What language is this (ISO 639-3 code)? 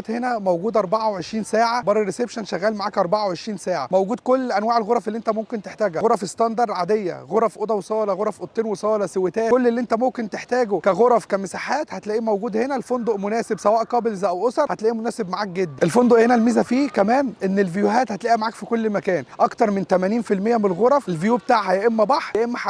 arz